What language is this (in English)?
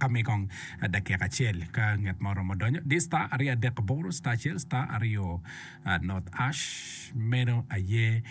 Acoli